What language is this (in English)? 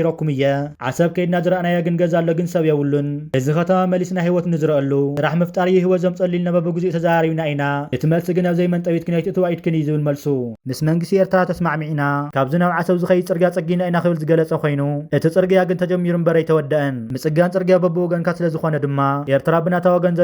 Tigrinya